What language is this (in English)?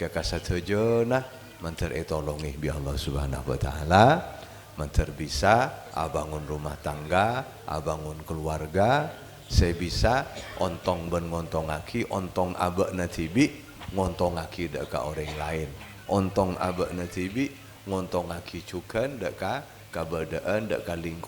Madurese